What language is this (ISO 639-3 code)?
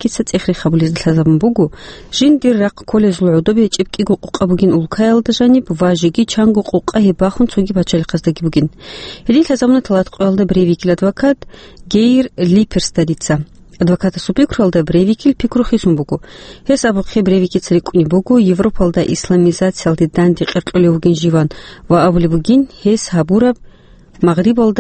ava